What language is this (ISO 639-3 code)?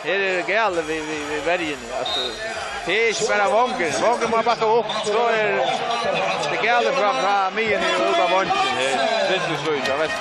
fao